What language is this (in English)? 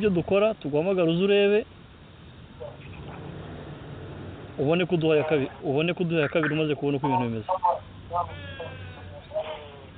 Kinyarwanda